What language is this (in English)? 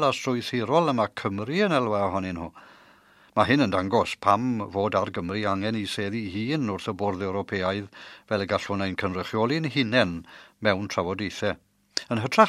Welsh